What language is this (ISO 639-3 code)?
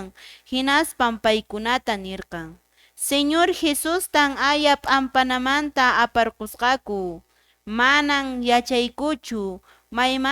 que